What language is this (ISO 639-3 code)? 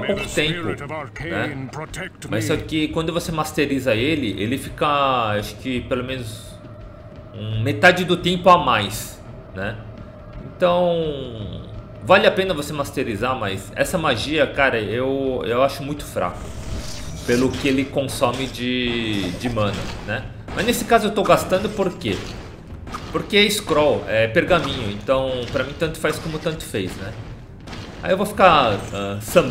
por